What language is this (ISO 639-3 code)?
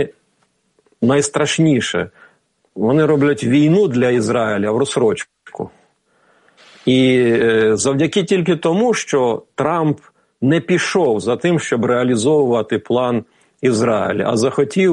ukr